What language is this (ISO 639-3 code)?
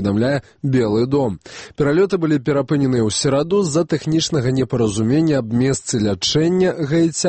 bel